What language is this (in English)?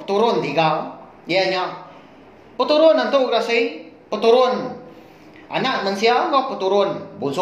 Iban